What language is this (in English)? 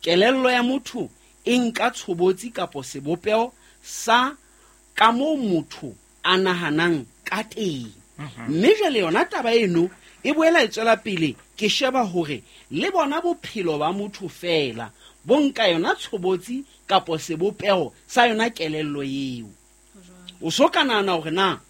Southern Sotho